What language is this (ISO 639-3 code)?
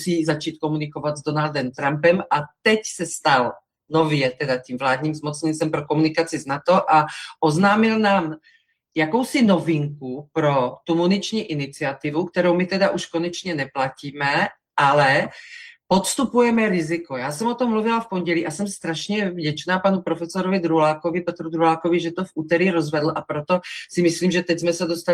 ces